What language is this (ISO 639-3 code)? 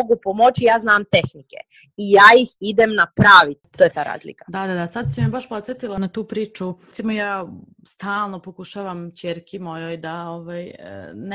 srp